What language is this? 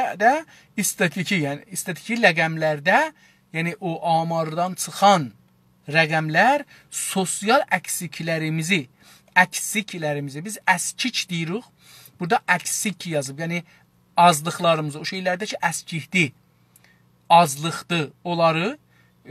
South Azerbaijani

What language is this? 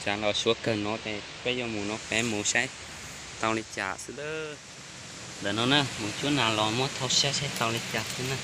Hmong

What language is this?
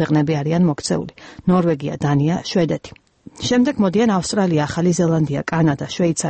Georgian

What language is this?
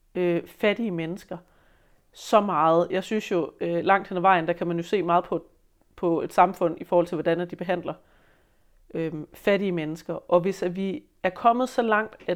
Danish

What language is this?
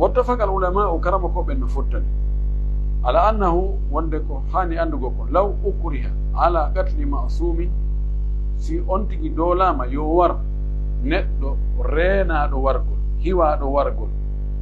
Pular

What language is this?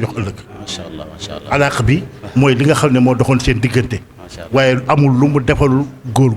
Wolof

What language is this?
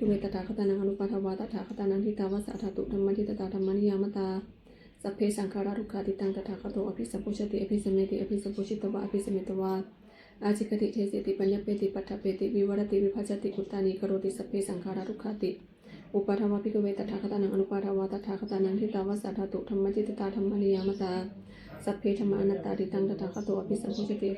Pali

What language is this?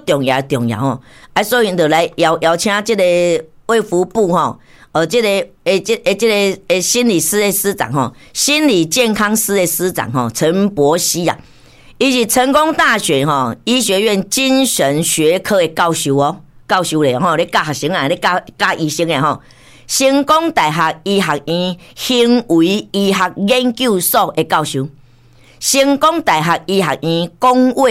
Min Nan Chinese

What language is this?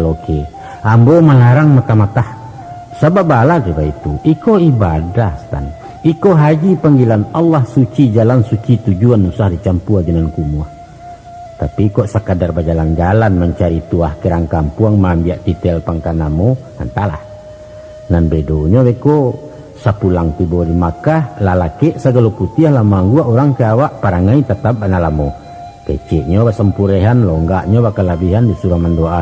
Minangkabau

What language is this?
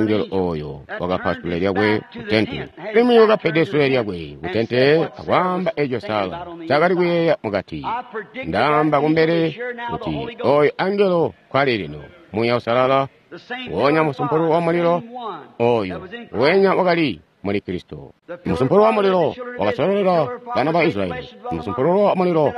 Tonga (Zambia)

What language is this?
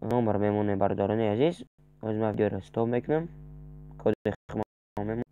Tajik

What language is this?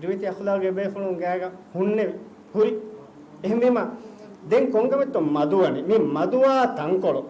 Divehi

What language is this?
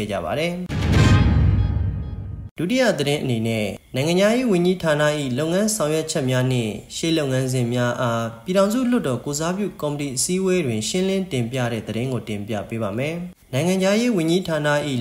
Burmese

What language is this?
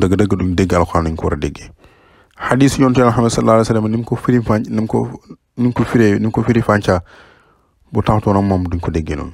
Wolof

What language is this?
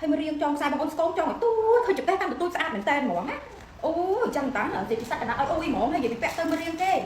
Khmer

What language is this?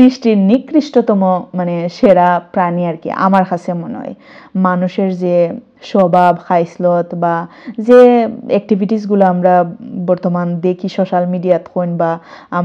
Sylheti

